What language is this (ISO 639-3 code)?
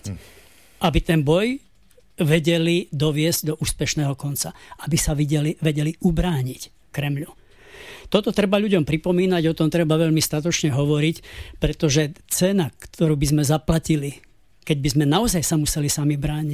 slk